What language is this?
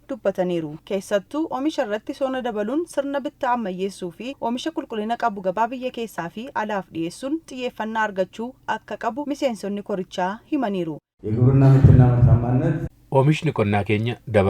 Oromo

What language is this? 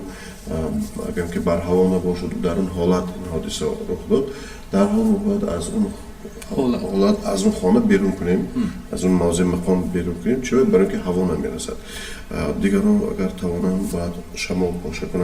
Tajik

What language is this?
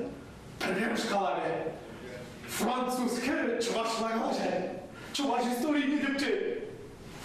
Chuvash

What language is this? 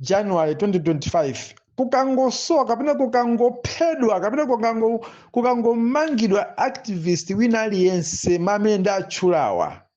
Nyanja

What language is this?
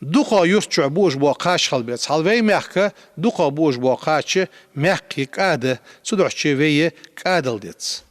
Ingush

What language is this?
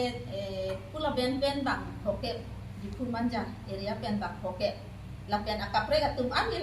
Karbi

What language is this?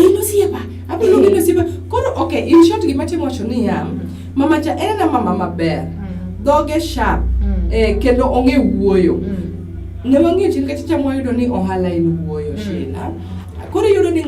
Luo (Kenya and Tanzania)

